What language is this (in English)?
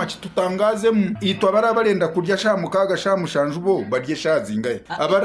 Nyankole